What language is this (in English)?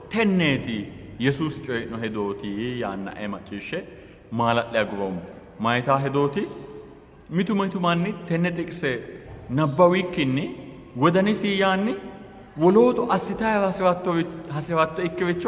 Sidamo